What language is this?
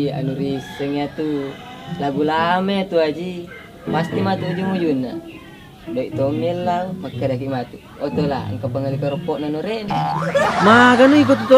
Buginese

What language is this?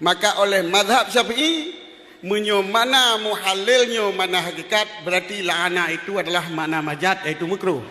Achinese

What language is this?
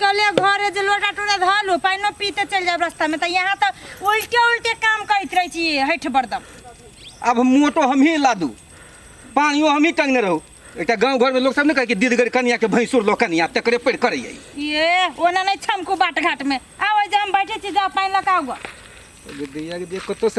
Maithili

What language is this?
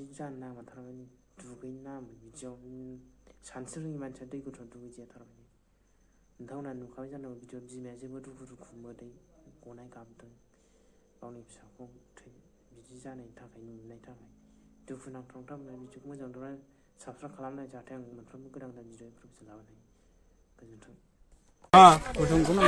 Bodo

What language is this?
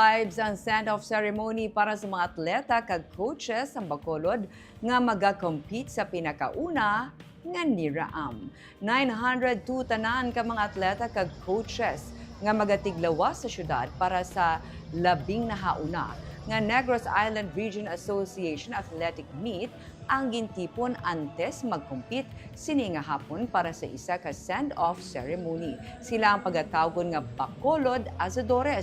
Hiligaynon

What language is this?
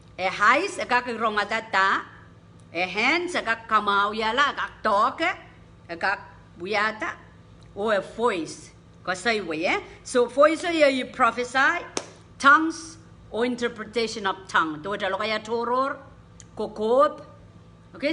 Pohnpeian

